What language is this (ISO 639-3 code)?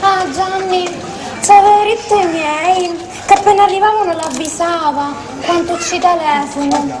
scn